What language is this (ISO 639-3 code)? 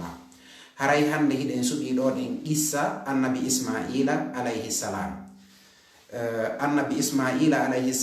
ful